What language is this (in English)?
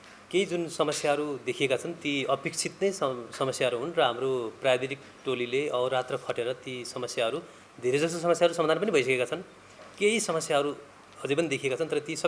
Nepali